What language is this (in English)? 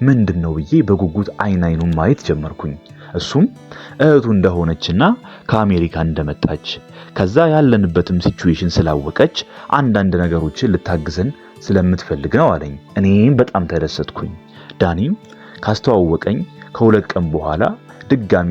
Amharic